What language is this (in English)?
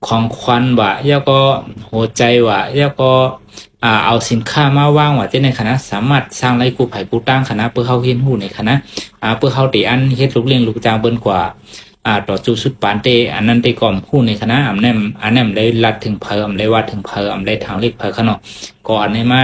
Shan